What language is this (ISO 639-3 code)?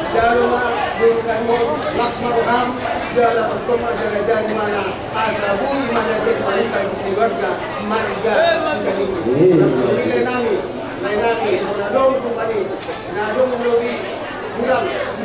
bbc